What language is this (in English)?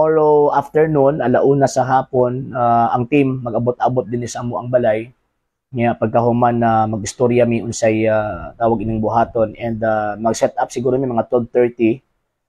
Cebuano